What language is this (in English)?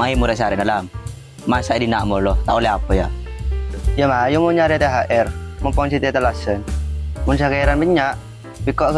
Madurese